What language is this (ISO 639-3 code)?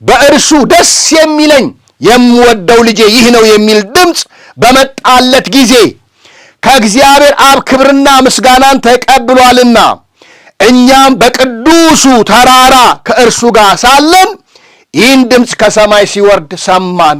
amh